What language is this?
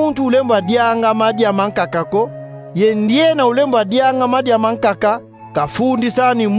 Kongo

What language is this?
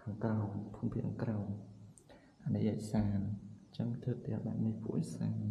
Khmer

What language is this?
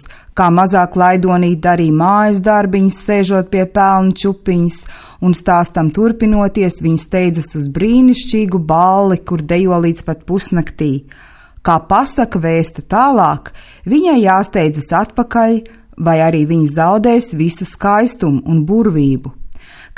Latvian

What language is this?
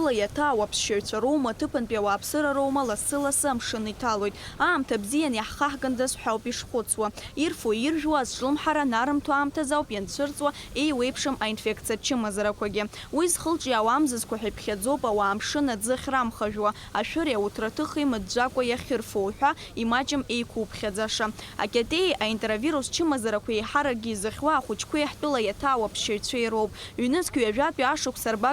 Abkhazian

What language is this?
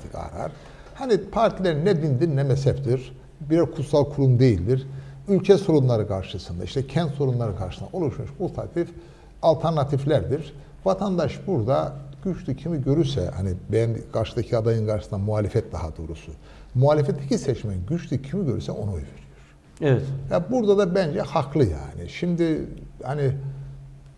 Turkish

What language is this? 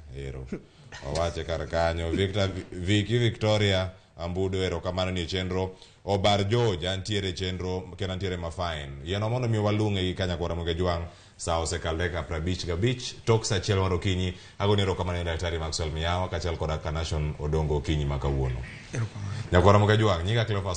Luo (Kenya and Tanzania)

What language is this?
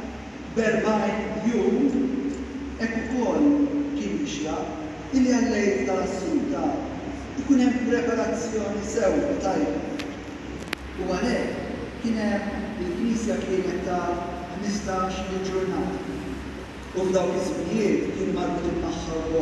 Maltese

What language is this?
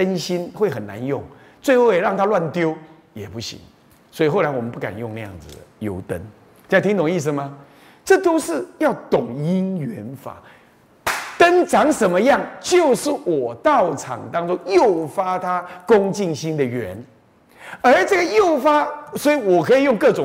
Chinese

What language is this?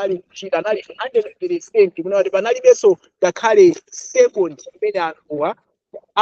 Nyanja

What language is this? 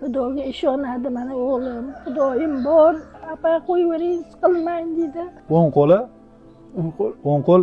Uzbek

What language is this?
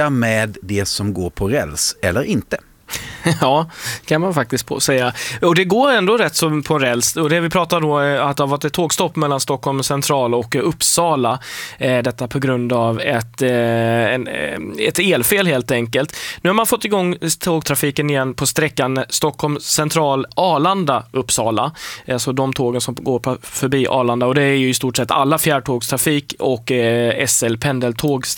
Swedish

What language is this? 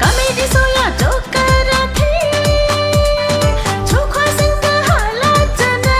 Newari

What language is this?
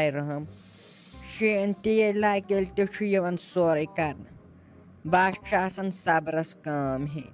Kashmiri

